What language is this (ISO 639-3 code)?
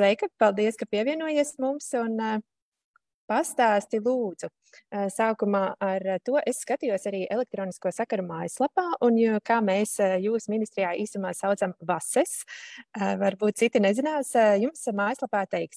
lav